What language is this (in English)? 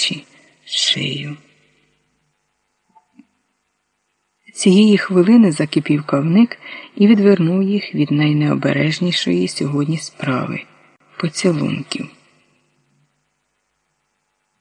Ukrainian